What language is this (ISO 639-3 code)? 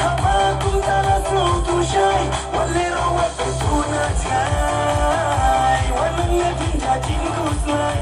kha